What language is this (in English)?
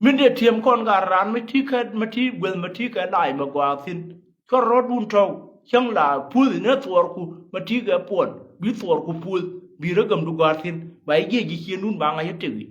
Nuer